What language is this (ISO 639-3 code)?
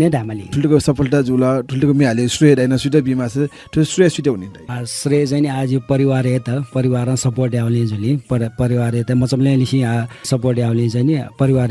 new